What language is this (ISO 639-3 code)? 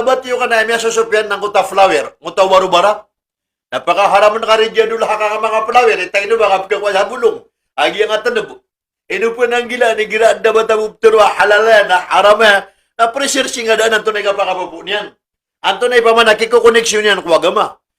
mrw